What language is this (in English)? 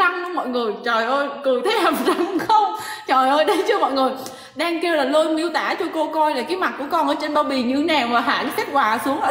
Vietnamese